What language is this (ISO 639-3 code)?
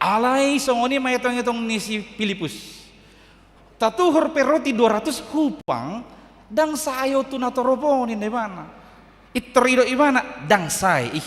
bbc